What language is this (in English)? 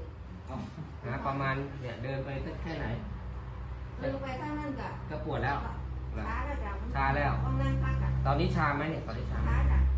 Thai